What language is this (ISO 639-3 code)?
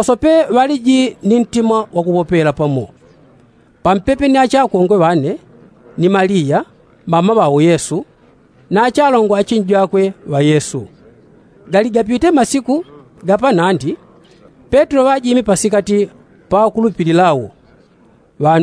yao